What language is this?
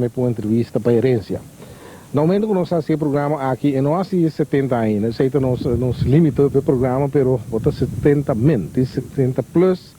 Papiamento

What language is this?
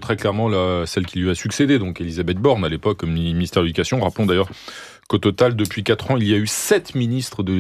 French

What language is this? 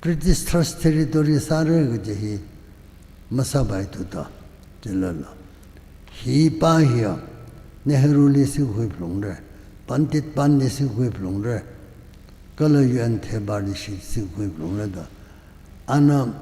Tangkhul Naga (India)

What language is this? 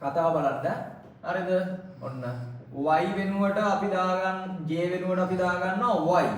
Sinhala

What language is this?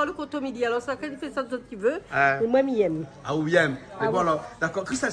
Réunion Creole French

